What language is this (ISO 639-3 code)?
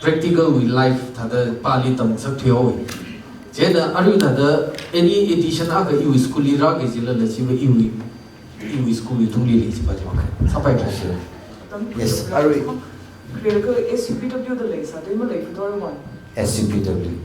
nmf